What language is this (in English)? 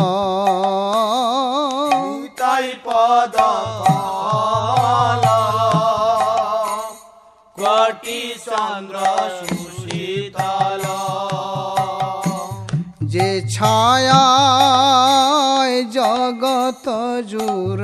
Bangla